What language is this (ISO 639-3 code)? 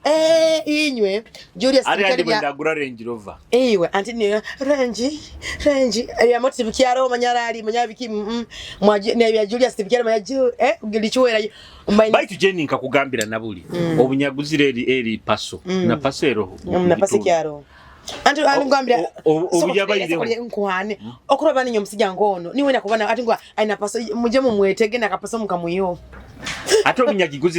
nyo